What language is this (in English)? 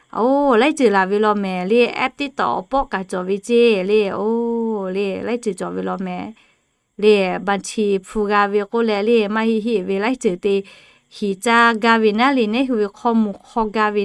Lahu